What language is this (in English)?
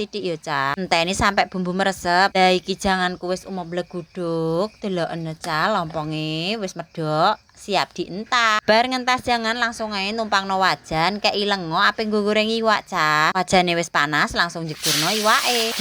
Javanese